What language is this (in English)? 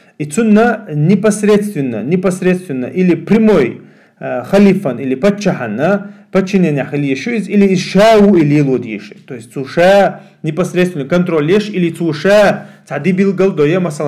Chechen